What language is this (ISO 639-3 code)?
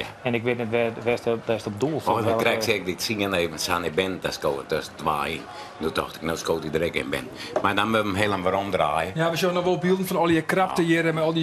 fry